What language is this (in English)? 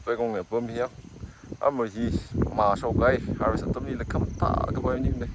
Tangkhul Naga (India)